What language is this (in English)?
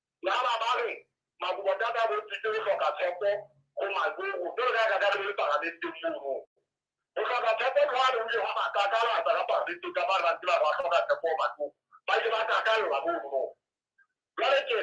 Southern Sotho